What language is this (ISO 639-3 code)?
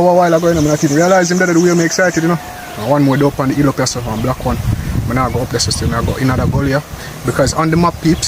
jam